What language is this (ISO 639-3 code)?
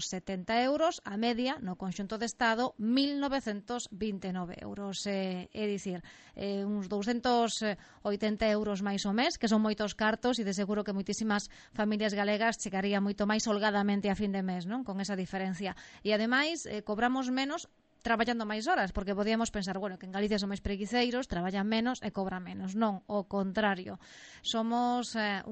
glg